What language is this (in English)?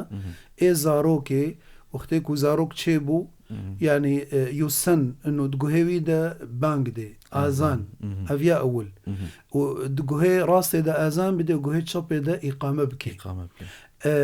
Kurdish